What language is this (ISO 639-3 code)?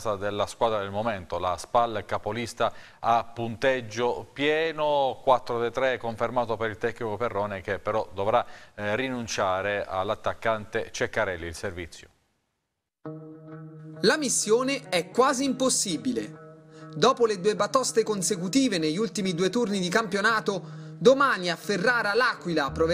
ita